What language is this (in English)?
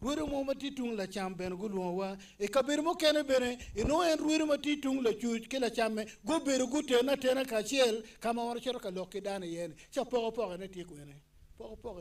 Acoli